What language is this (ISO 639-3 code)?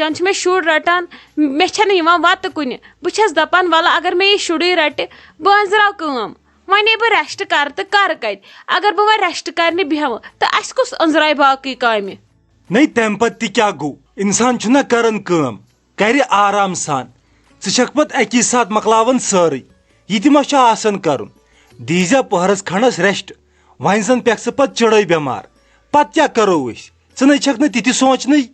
kas